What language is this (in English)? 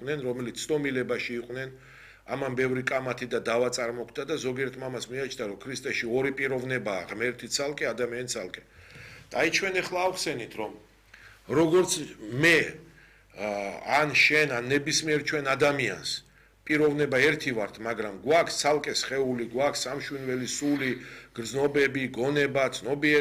Georgian